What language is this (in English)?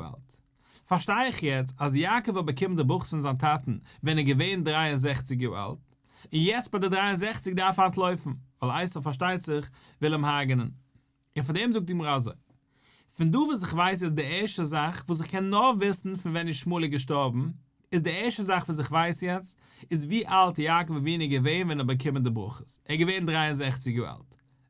Yiddish